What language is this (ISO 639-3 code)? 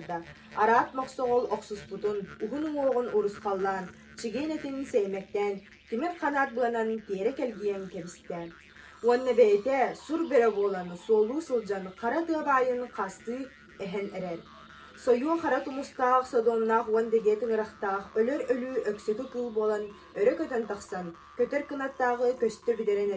sah